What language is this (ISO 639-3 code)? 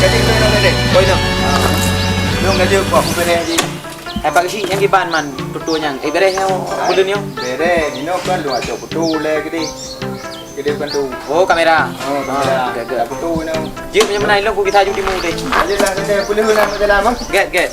ace